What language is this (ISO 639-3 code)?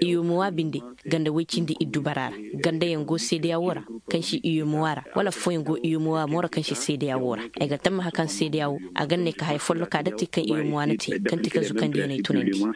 ses